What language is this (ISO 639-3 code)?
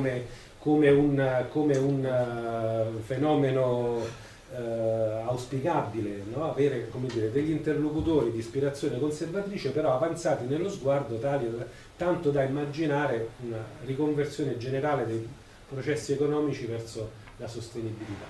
ita